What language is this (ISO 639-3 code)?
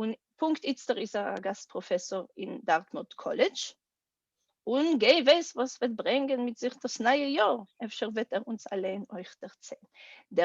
yid